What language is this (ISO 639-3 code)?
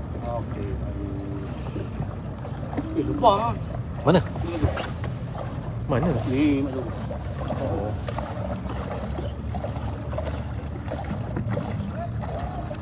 msa